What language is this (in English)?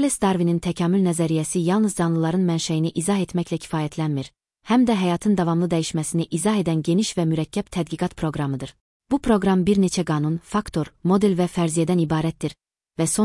Azerbaijani